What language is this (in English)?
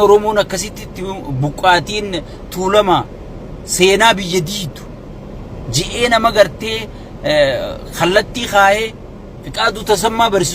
Oromo